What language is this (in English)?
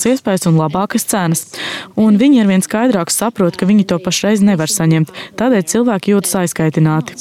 Latvian